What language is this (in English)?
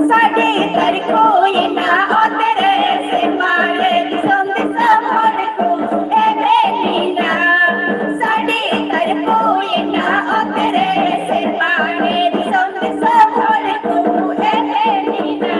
Santali